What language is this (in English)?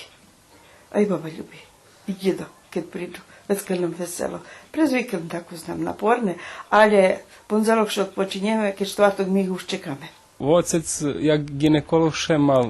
Rusyn